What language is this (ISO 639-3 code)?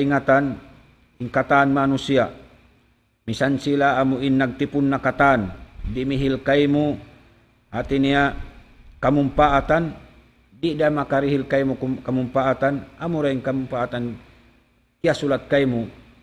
tsg